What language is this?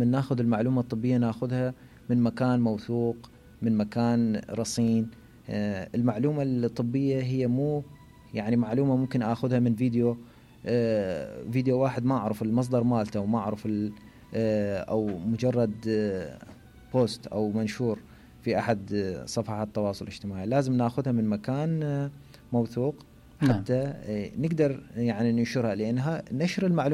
Mesopotamian Arabic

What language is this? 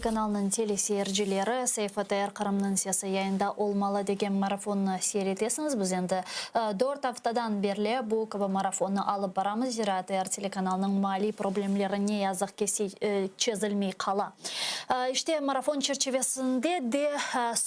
Crimean Tatar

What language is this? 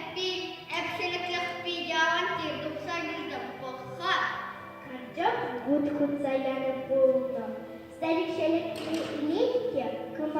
Chuvash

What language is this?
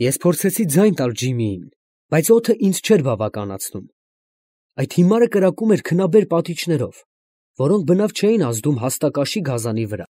Armenian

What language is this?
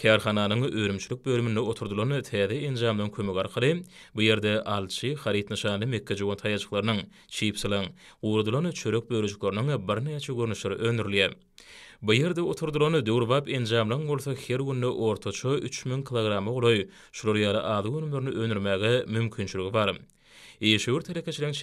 Turkmen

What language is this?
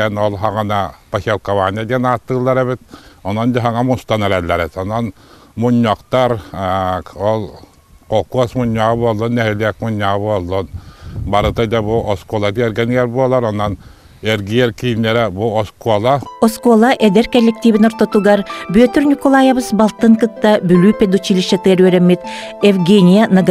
Yakut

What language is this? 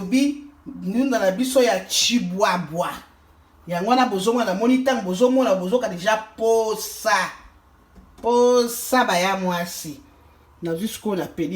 Lingala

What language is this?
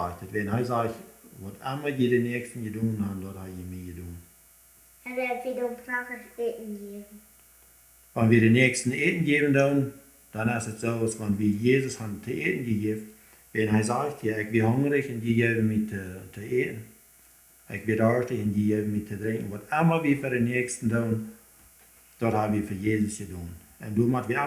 Plautdietsch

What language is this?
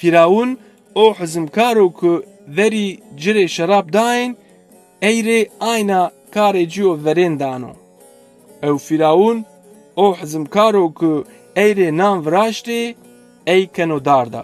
Zaza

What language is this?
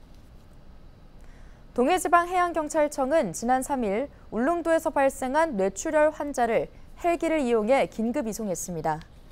Korean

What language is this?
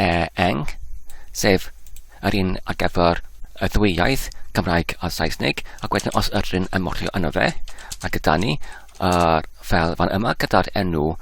Welsh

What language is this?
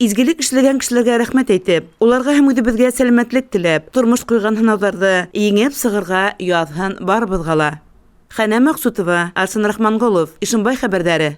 Bashkir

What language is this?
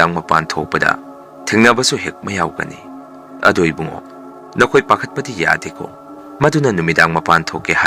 Manipuri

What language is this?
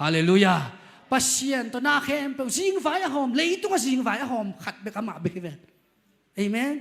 Tedim Chin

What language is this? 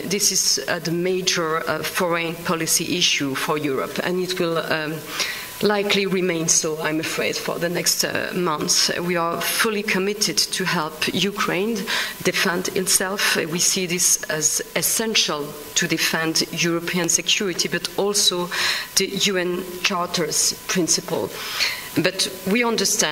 English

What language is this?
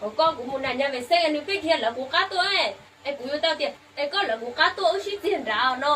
Hmong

